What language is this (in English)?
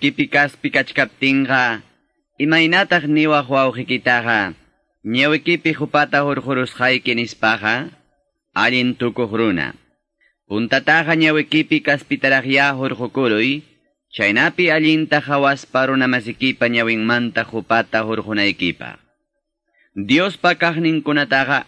Ayacucho Quechua